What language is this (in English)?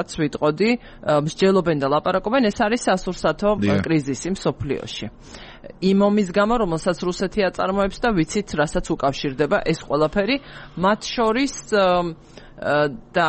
Georgian